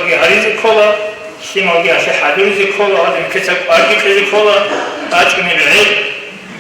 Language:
Avaric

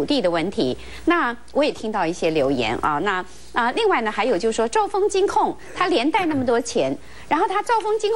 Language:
Chinese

